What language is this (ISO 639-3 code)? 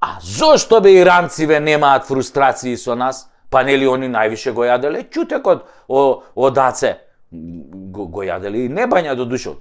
mkd